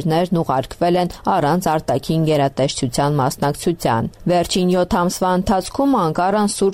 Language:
Armenian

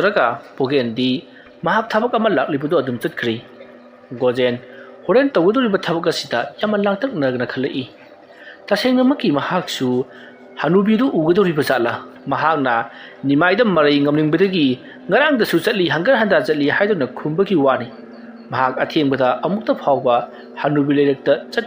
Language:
Manipuri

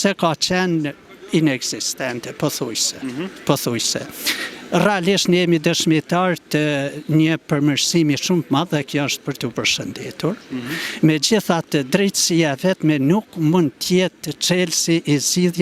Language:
Albanian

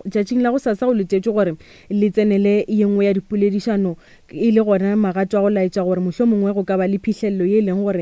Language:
Northern Sotho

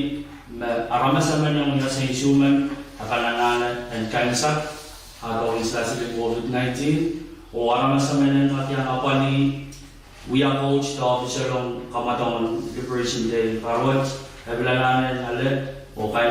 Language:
Pohnpeian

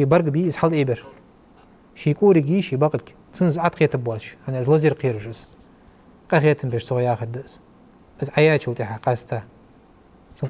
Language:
Ingush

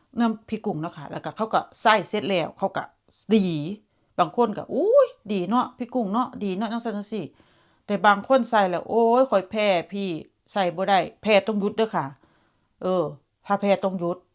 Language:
Northeastern Thai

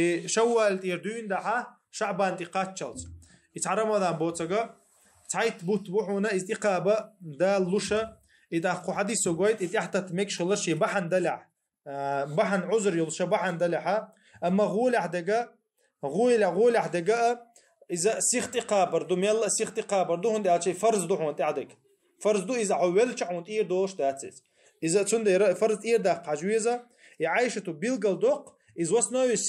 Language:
Chechen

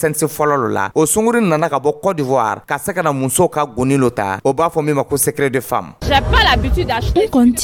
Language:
Dyula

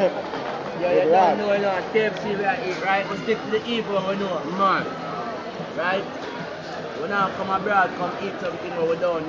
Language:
Jamaican Creole English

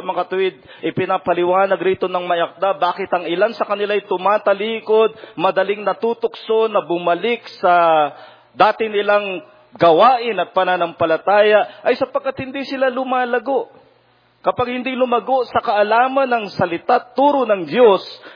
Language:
Filipino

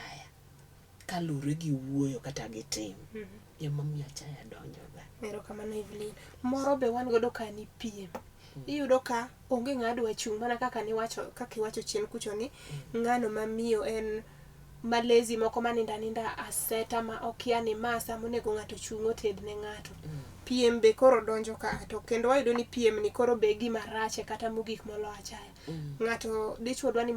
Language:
Luo (Kenya and Tanzania)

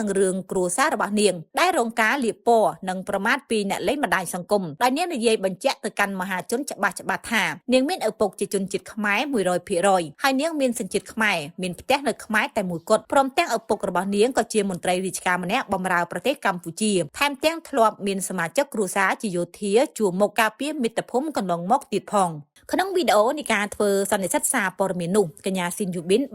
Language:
Khmer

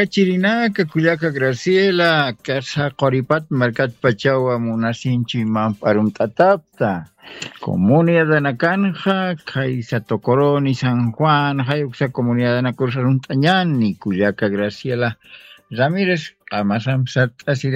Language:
Aymara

